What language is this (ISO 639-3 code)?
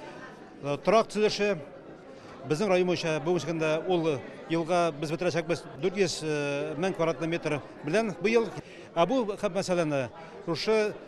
tat